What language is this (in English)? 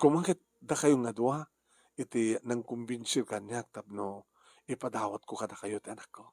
Iloko